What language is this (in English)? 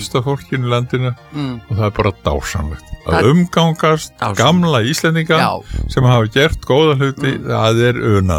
Icelandic